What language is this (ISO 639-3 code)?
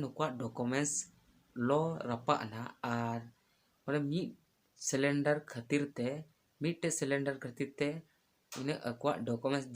sat